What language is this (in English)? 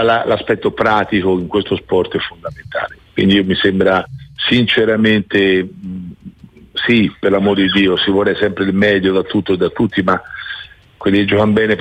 Italian